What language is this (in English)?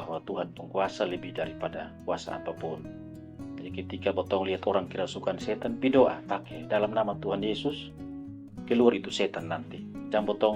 Kupang Malay